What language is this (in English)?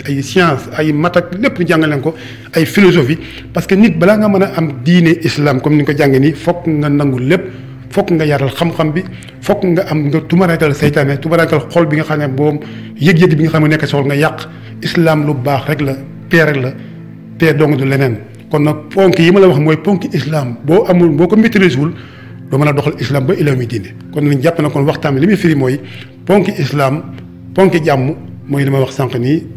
Wolof